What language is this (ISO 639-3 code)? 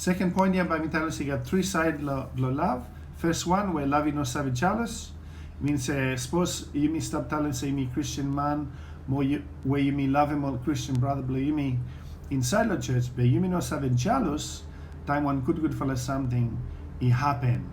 bis